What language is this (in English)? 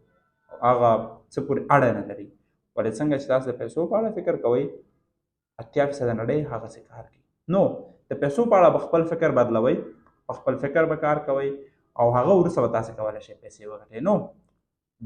Pashto